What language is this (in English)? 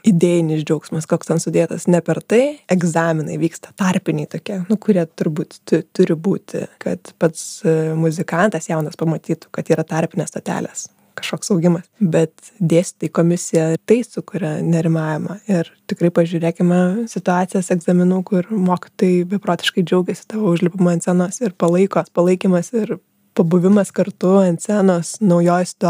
Lithuanian